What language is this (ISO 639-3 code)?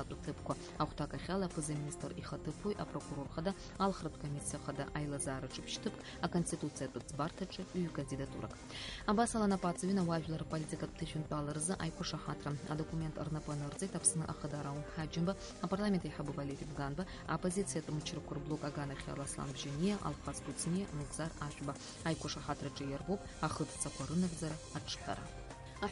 abk